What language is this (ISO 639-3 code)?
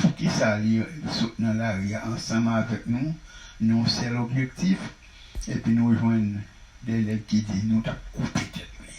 hat